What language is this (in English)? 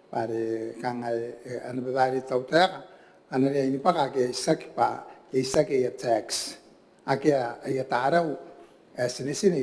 Gilbertese